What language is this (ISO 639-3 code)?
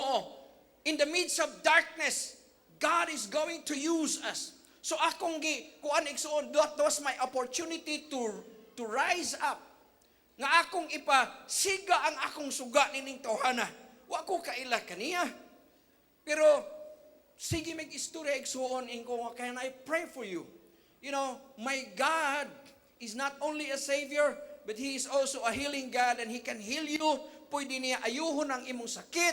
ceb